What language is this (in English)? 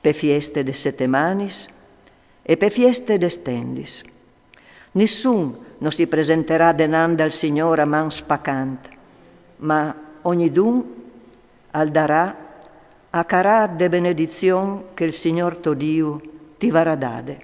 Friulian